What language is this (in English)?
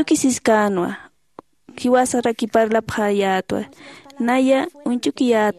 Aymara